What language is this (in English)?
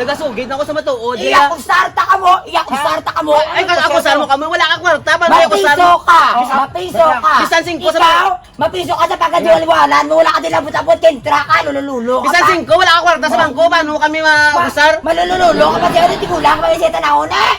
Hiligaynon